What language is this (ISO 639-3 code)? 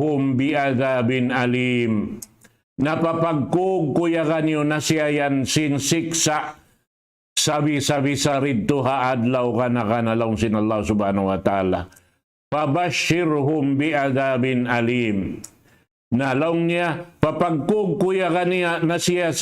tsg